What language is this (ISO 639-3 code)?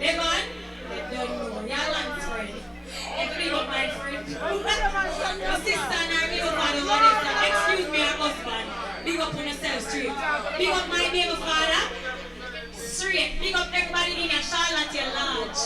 jam